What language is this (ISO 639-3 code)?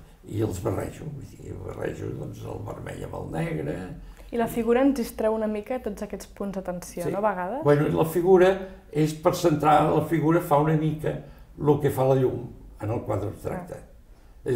cat